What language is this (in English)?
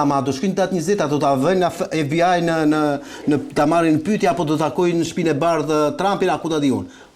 Albanian